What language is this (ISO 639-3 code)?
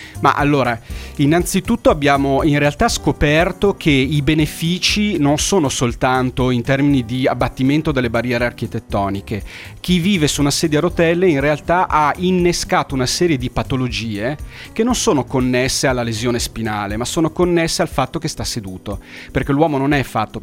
ita